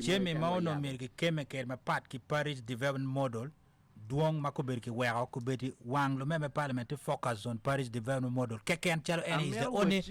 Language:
Acoli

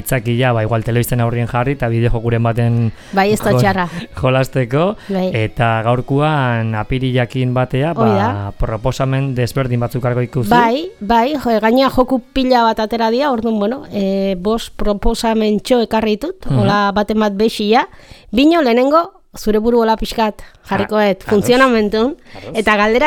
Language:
Basque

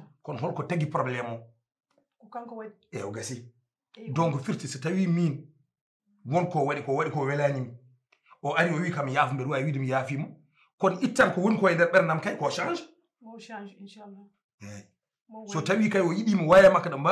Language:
Fula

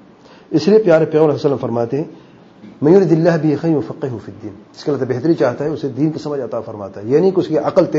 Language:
Urdu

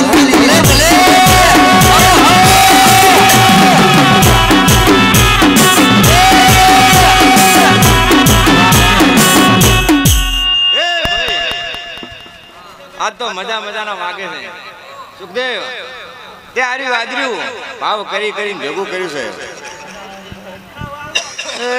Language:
Gujarati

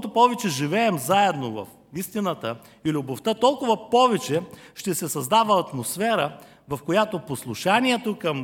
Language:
Bulgarian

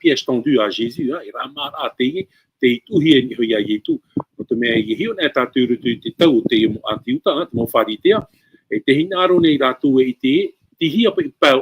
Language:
Tahitian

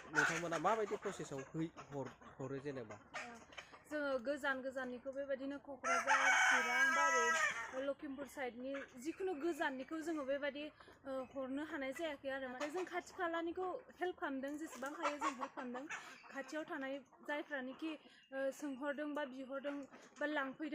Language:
Bodo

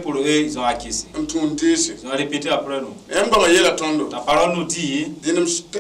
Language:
Mossi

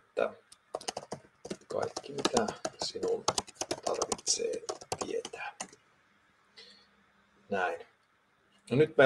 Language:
Finnish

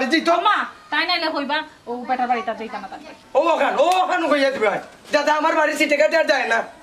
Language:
Sylheti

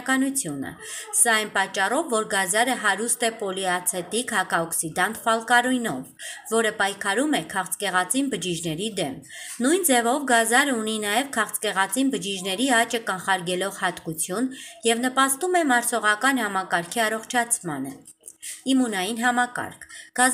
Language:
Armenian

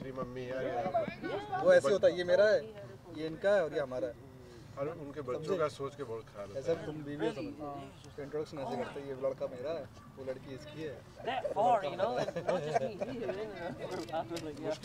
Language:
Hindi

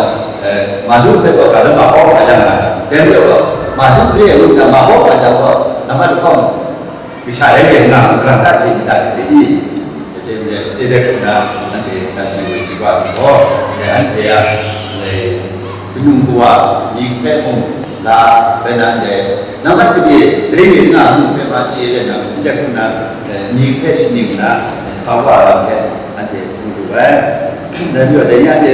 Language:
Kachin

